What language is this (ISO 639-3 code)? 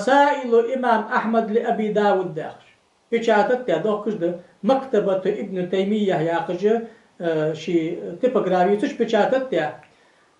inh